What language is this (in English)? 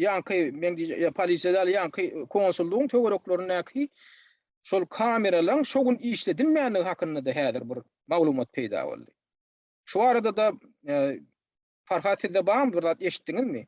Turkmen